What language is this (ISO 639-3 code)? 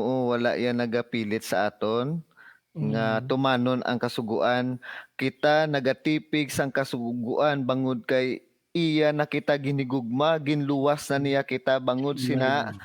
hil